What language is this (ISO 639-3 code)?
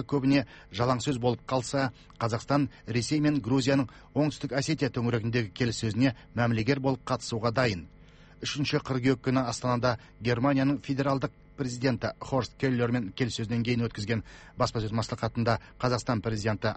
kaz